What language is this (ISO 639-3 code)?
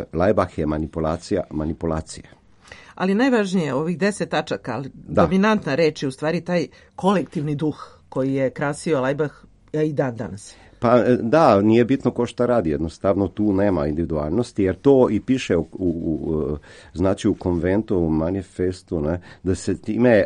srp